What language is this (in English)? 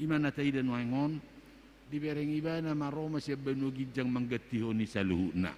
Batak Toba